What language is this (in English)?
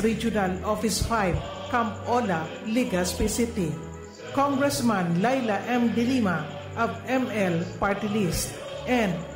Bikol